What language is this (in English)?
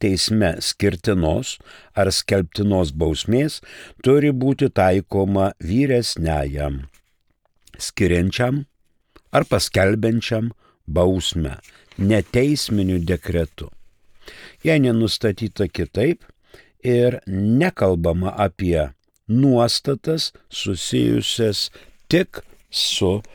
Lithuanian